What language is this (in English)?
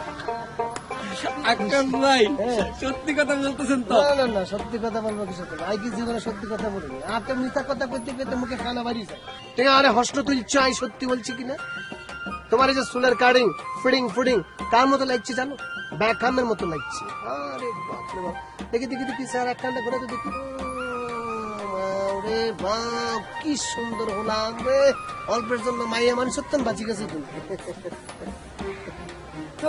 Bangla